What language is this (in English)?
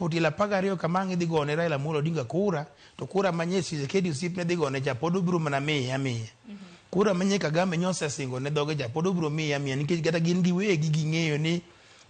Luo (Kenya and Tanzania)